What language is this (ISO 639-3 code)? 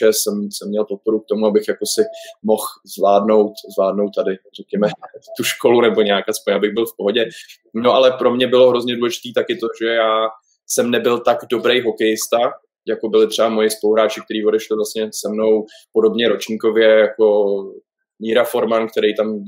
ces